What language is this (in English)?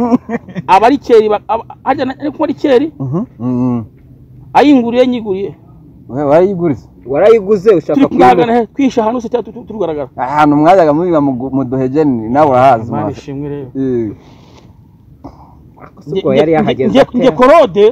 Kinyarwanda